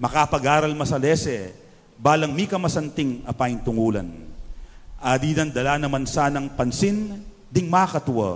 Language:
Pampanga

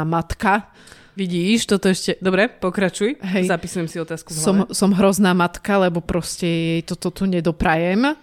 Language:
Slovak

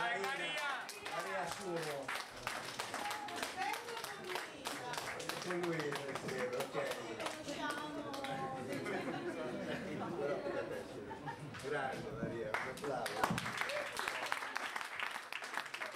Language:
Italian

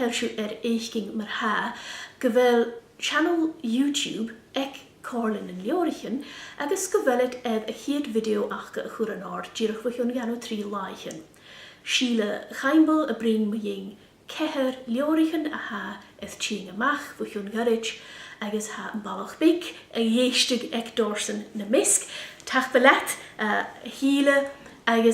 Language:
Scottish Gaelic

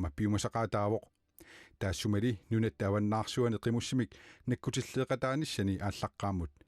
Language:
Kalaallisut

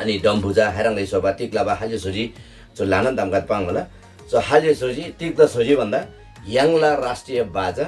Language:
Eastern Tamang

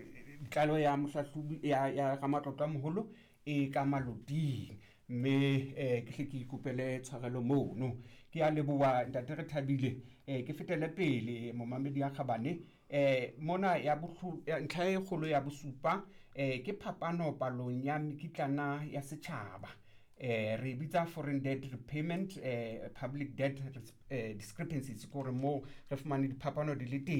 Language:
Southern Sotho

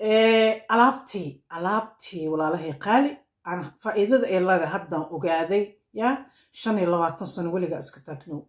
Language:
Somali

